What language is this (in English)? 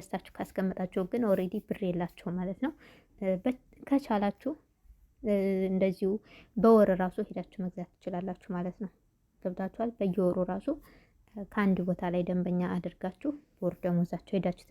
Amharic